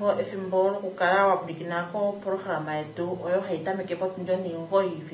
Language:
Kuanyama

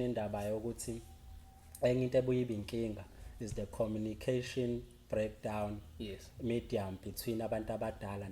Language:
Zulu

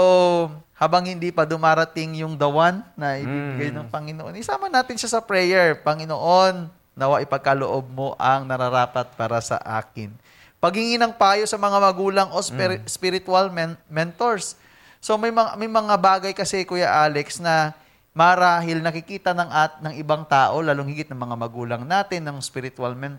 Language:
Filipino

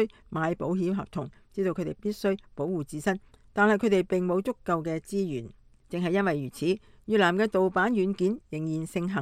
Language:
Cantonese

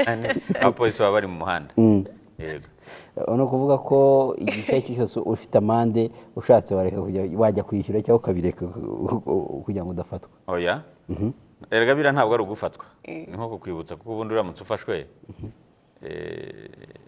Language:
Kinyarwanda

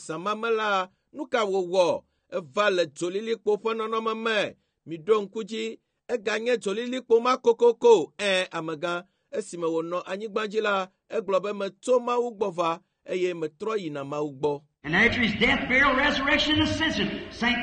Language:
Ewe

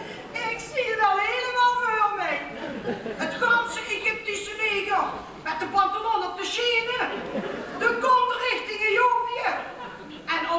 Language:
Limburgish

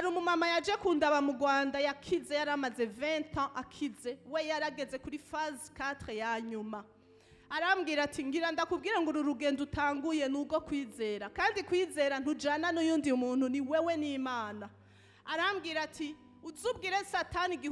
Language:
Rundi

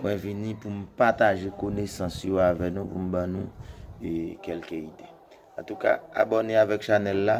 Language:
Haitian Creole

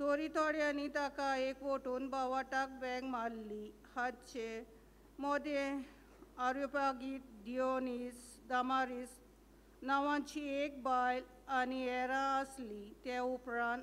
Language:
Konkani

